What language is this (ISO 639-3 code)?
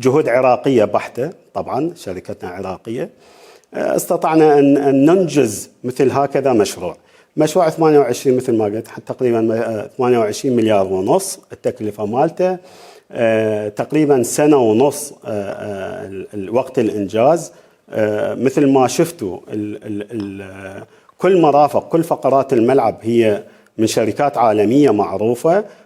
acm